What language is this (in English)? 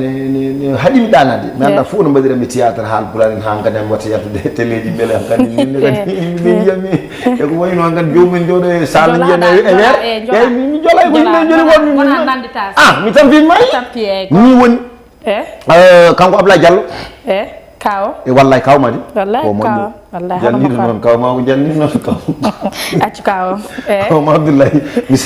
Fula